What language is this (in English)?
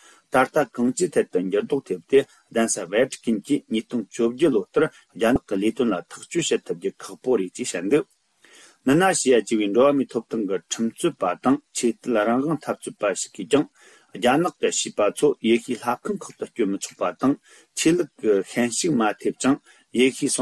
Tibetan